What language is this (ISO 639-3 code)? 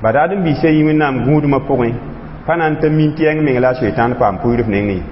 mos